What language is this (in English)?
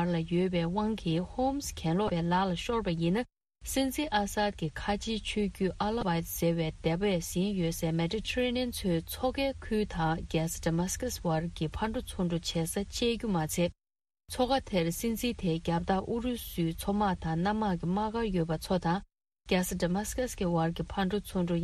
Tibetan